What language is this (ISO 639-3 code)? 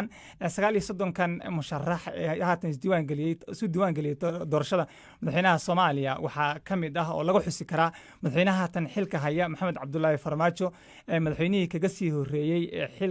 som